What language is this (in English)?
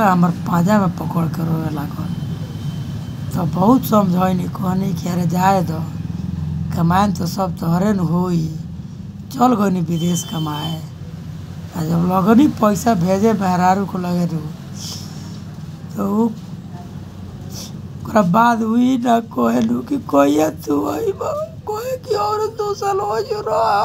Bhojpuri